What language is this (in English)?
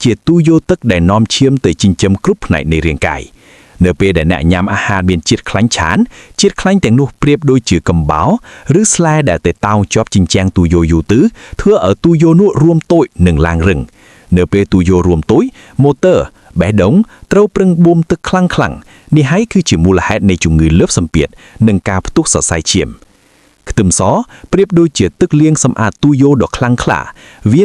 Khmer